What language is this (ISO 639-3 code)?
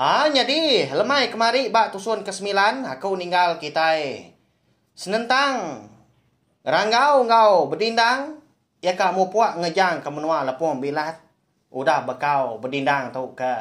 iba